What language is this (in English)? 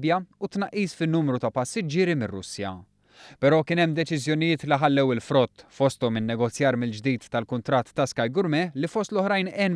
Maltese